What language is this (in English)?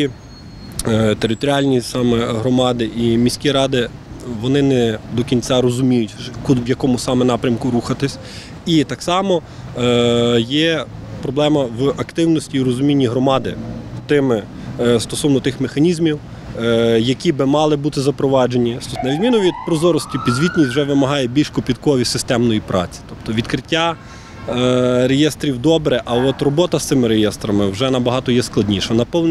Ukrainian